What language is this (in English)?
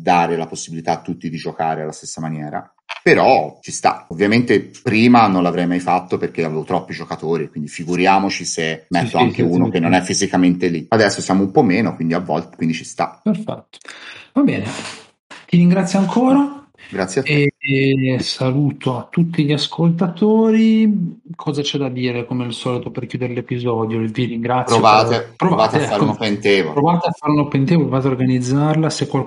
Italian